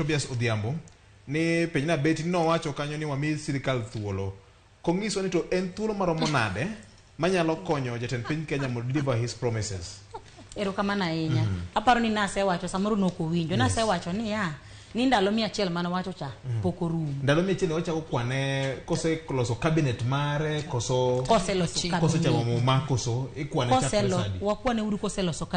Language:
Luo (Kenya and Tanzania)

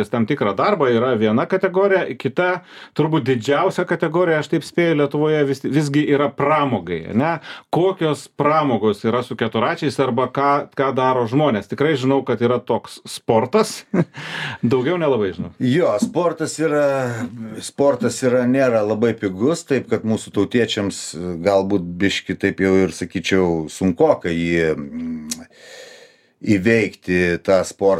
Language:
Lithuanian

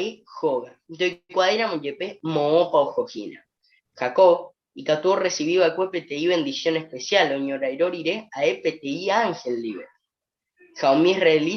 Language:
Guarani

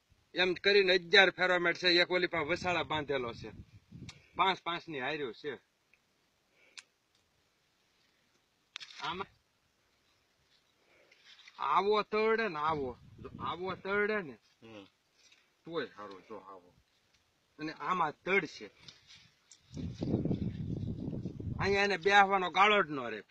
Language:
Gujarati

